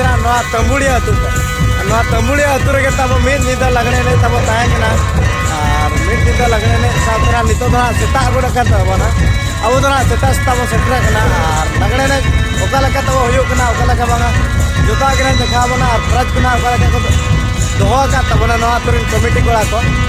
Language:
Santali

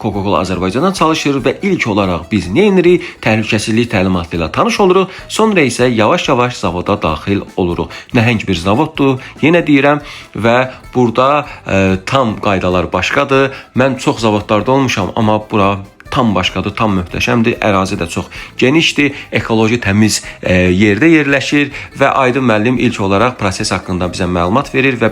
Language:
Azerbaijani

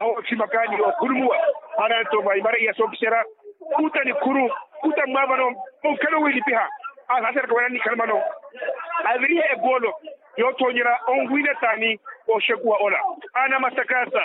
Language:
Makhuwa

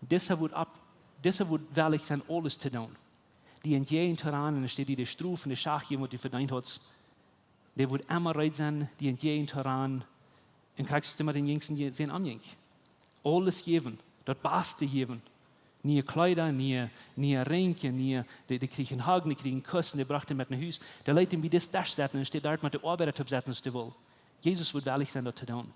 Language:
Plautdietsch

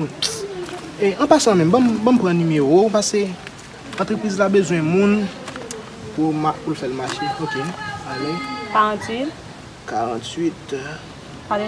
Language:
Haitian Creole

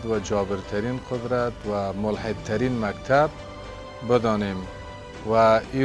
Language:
Persian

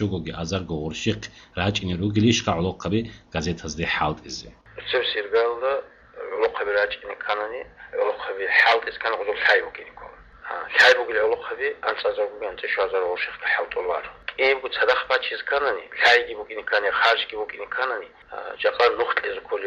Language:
Avaric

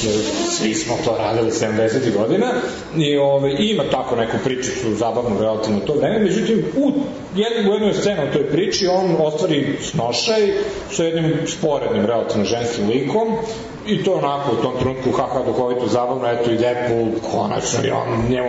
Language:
Serbian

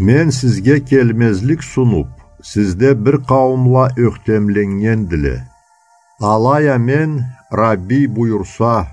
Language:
Karachay-Balkar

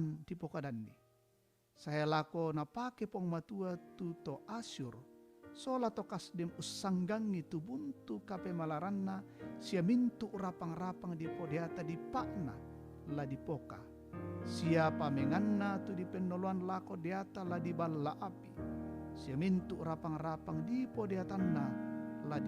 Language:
Toraja-Sa'dan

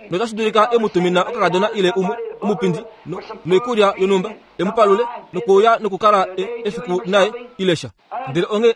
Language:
Kuanyama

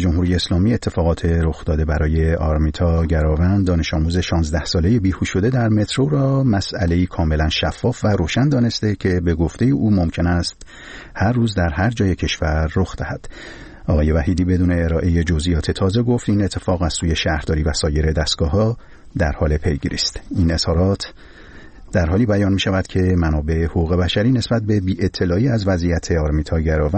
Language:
Persian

